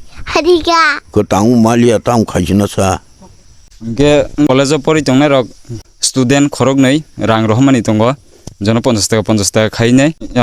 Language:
Kok Borok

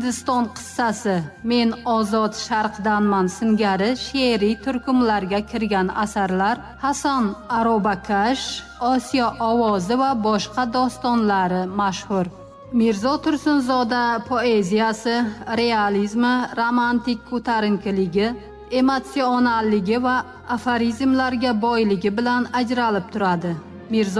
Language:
Tajik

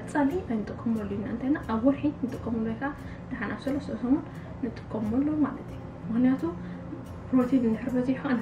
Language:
Tigrinya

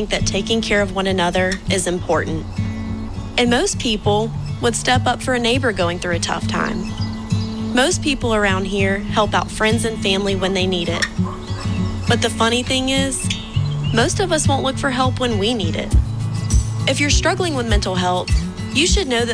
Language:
English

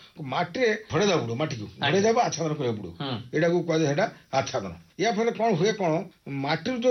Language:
Odia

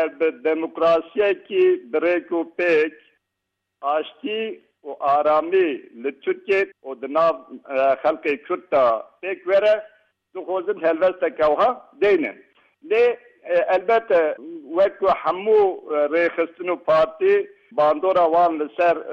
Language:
Kurdish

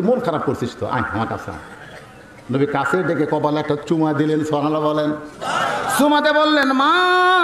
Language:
Bangla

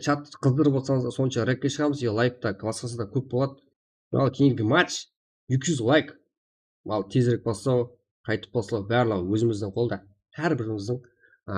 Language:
Kara-Kalpak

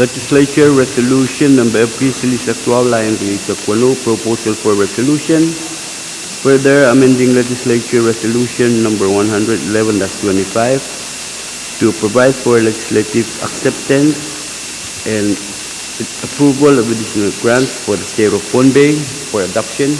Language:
Pohnpeian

